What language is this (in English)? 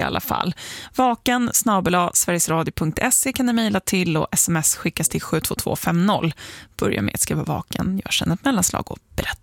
Swedish